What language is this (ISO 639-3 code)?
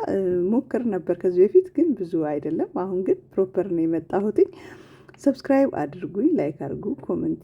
amh